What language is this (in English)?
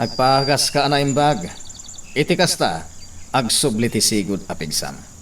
Iloko